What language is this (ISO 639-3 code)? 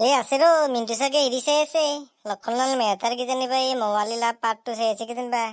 asm